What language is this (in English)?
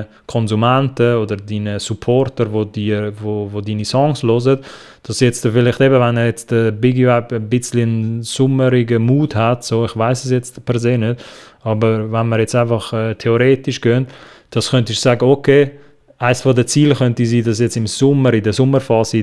Swiss German